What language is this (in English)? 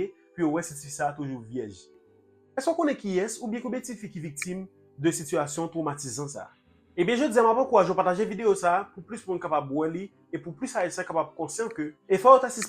Haitian Creole